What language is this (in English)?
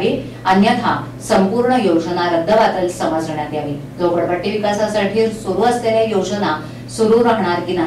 Marathi